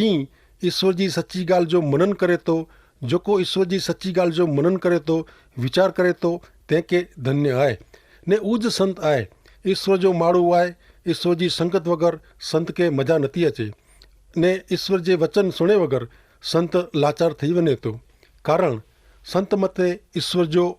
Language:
Kachhi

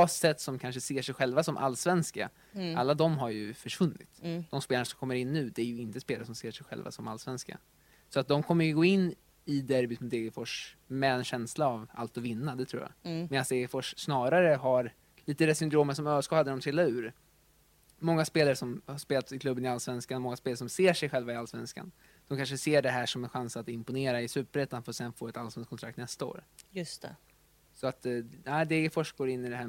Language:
Swedish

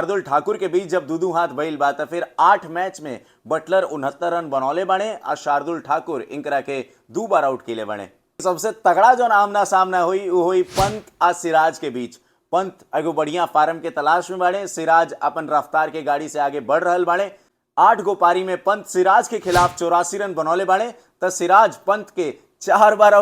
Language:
Bhojpuri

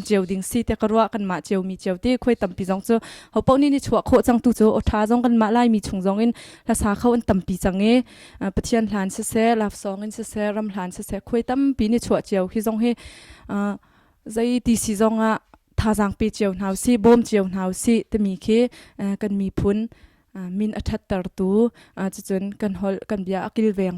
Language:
Hakha Chin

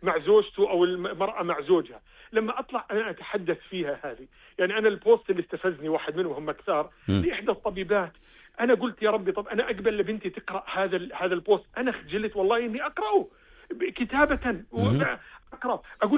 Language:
North Levantine Arabic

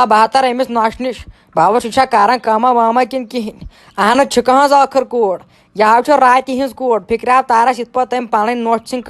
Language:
Kashmiri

